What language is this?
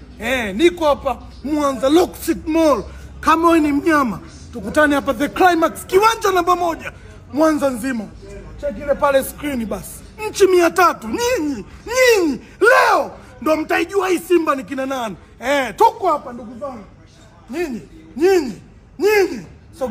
Swahili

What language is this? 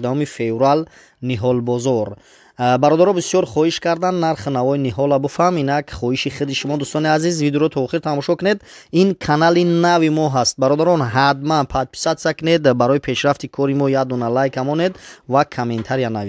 Tajik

